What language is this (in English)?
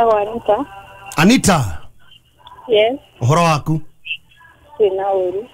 Kikuyu